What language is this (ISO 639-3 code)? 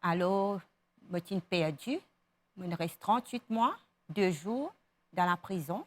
mfe